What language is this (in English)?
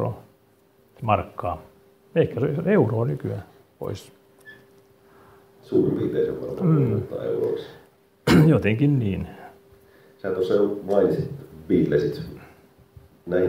Finnish